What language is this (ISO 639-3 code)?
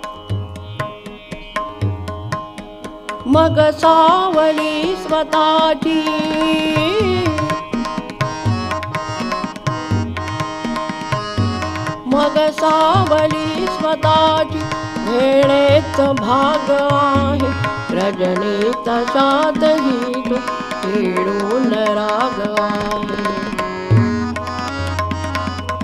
mar